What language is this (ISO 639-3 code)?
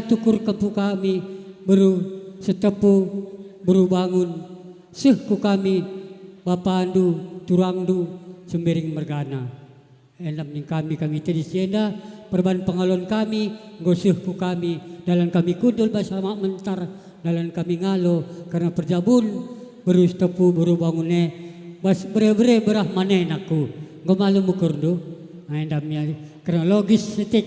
btx